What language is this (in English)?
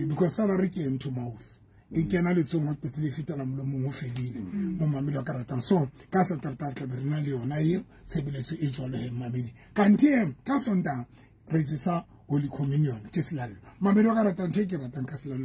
Southern Sotho